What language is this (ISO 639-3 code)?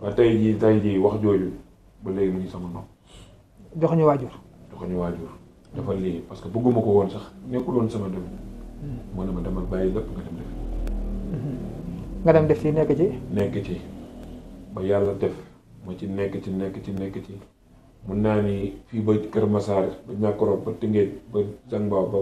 wol